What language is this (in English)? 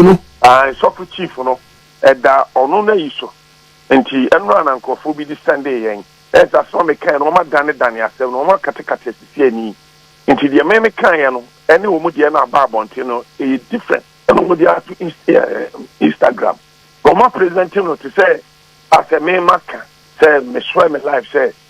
Akan